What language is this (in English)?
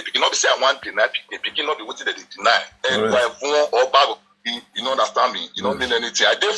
Nigerian Pidgin